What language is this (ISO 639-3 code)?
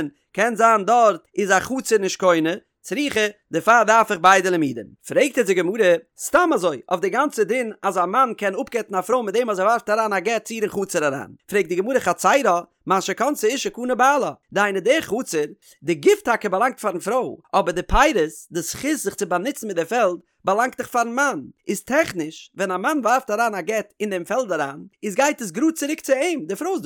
yid